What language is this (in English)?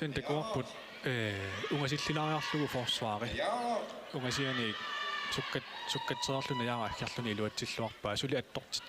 Kalaallisut